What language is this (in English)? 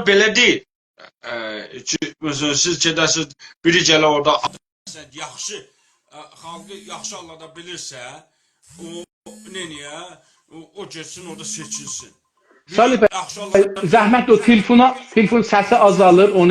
South Azerbaijani